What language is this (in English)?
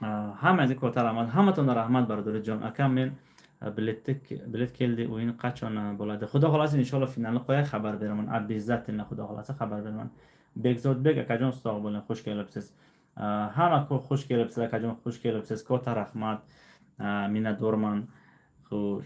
Tajik